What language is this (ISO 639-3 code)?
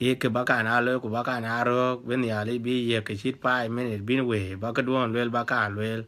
din